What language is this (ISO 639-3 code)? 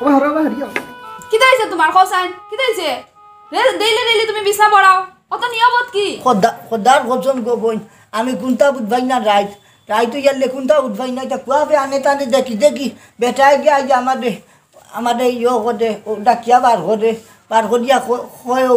syl